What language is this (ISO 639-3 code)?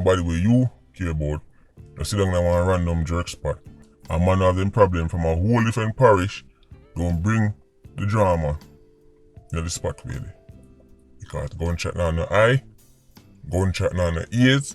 jam